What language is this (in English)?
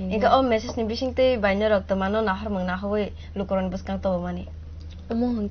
Kok Borok